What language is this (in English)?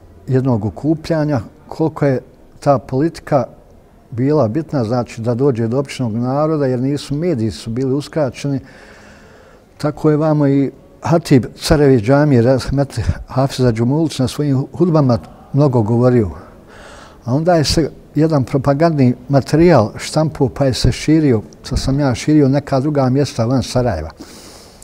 Bosnian